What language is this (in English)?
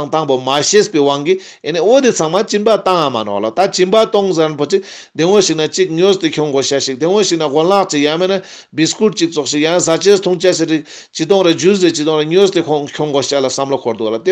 Ladakhi